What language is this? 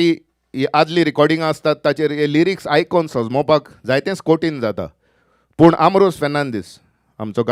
Konkani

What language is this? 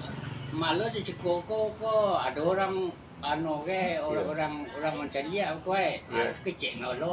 Minangkabau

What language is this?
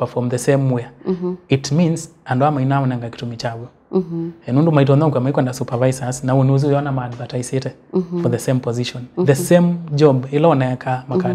Kamba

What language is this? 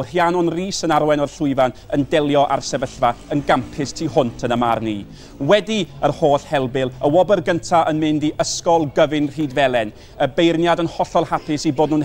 Welsh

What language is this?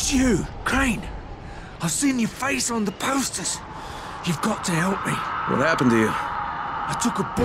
English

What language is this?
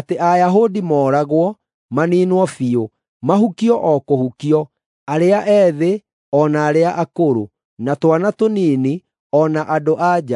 Kikuyu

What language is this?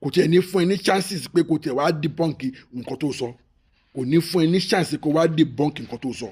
Yoruba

